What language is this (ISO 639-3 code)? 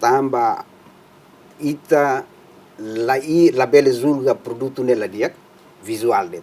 tet